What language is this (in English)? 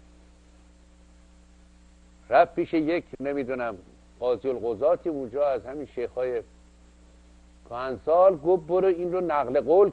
Persian